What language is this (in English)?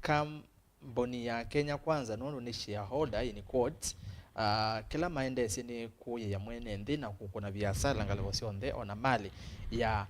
Kamba